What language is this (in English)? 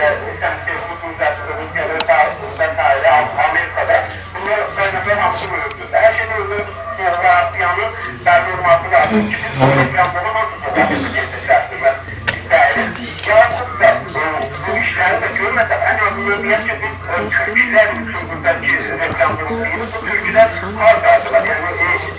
South Azerbaijani